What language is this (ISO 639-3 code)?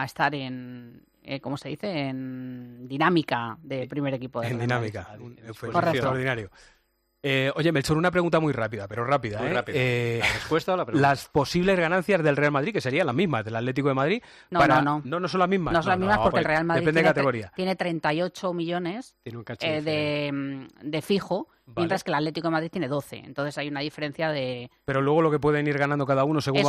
spa